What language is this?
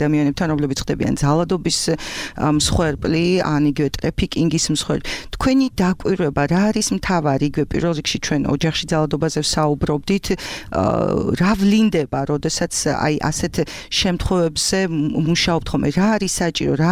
Georgian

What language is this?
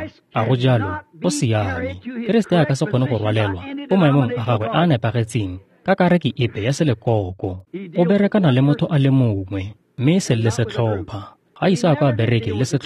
Tswana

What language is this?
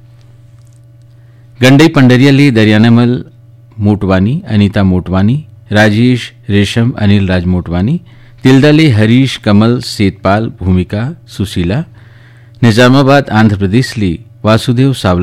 Chhattisgarhi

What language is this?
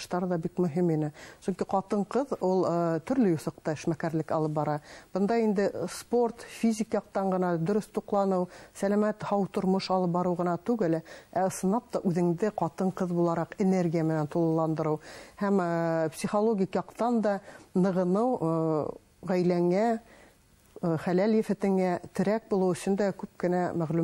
Bashkir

